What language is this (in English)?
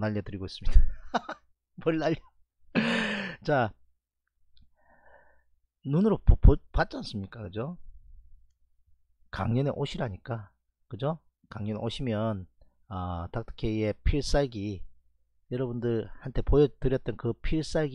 Korean